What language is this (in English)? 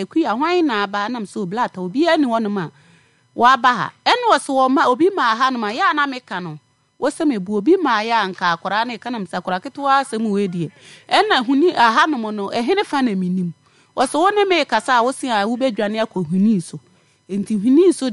Akan